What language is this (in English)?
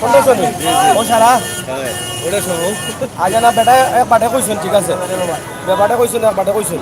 Sylheti